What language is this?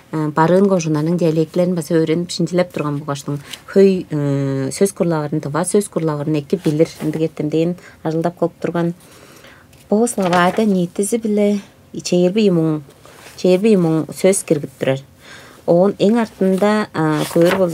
Tuvinian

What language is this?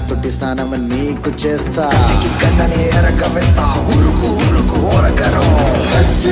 Telugu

